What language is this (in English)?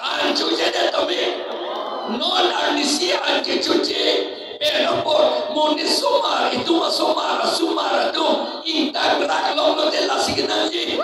Karbi